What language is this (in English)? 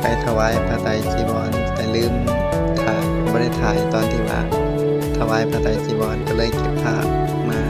Lao